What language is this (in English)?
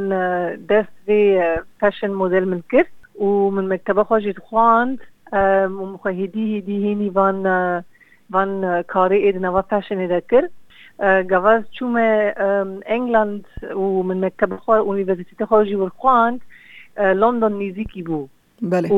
Kurdish